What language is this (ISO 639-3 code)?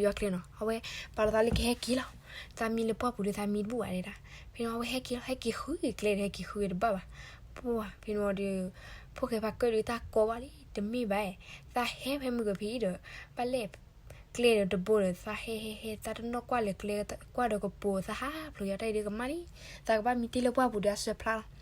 ksw